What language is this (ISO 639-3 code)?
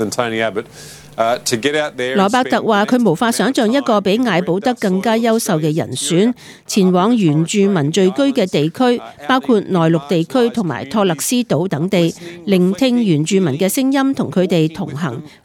yue